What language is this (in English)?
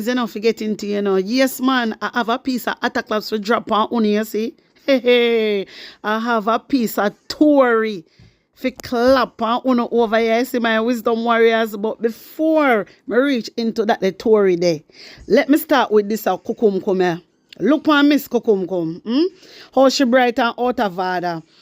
Jamaican Creole English